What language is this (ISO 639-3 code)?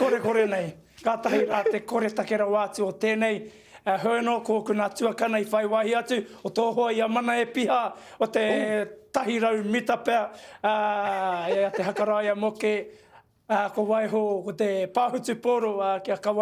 mri